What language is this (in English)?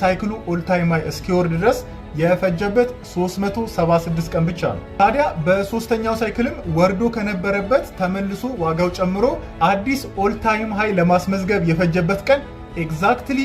Amharic